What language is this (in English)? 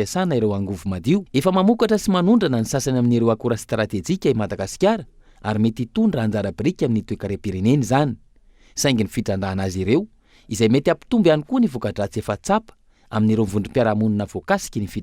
Malagasy